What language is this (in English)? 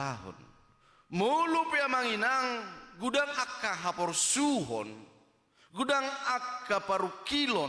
Batak Toba